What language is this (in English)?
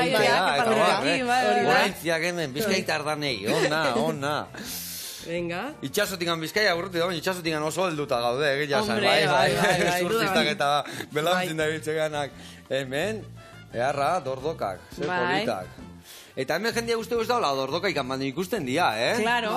Basque